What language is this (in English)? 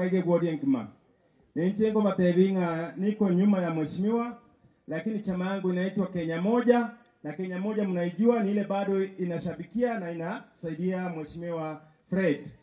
Gusii